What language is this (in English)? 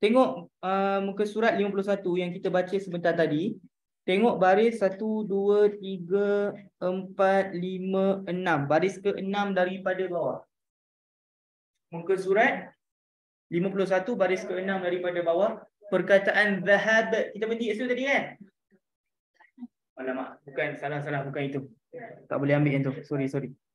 Malay